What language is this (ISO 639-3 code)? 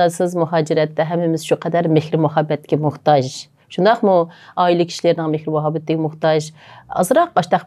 uig